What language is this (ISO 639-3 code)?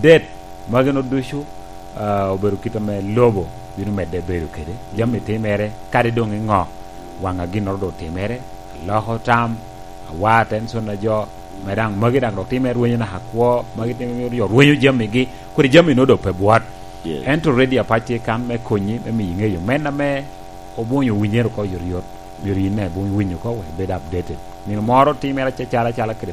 laj